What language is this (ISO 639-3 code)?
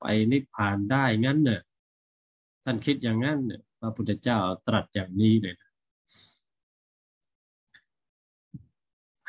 tha